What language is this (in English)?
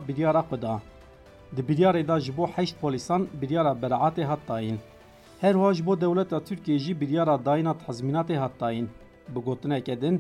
Kurdish